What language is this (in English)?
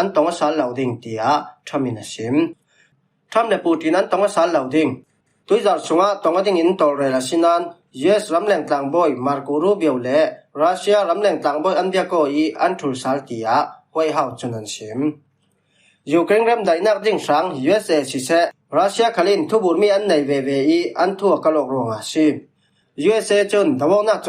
Falam Chin